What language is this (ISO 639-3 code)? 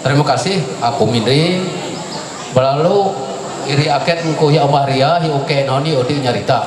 mhy